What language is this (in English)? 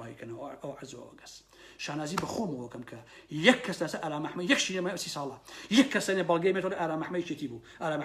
Central Kurdish